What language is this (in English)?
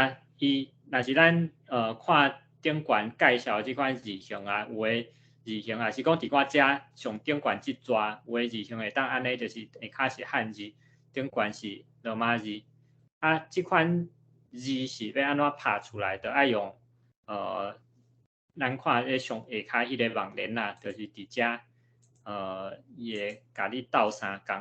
Min Nan Chinese